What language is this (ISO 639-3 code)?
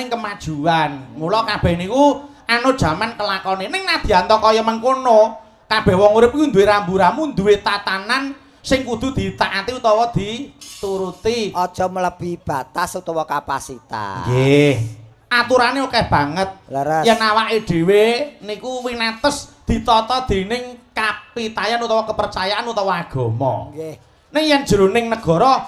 jav